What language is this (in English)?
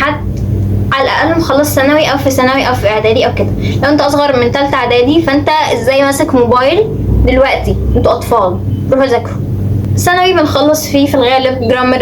Egyptian Arabic